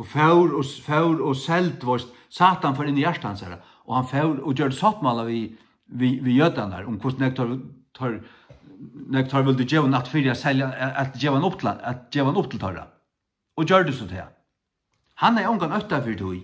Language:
Faroese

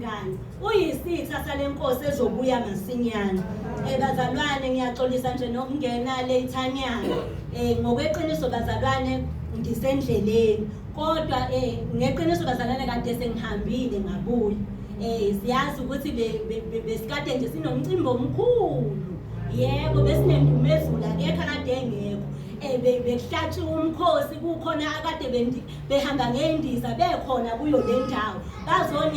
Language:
Zulu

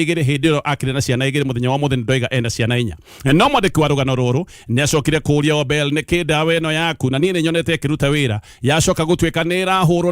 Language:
Kikuyu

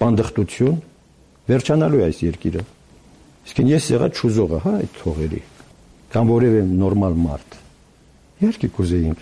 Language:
Armenian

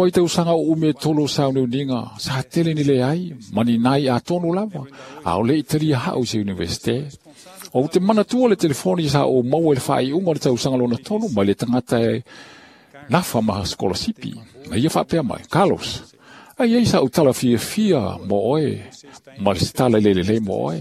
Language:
Samoan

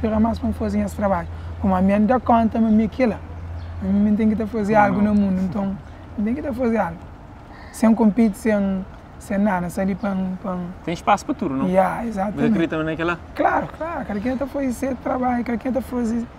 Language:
Kabuverdianu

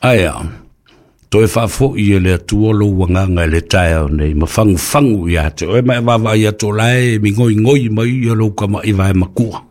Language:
Samoan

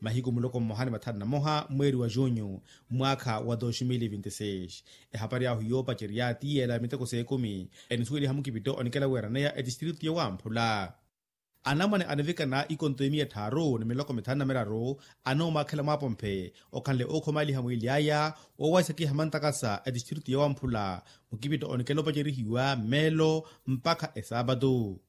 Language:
Makhuwa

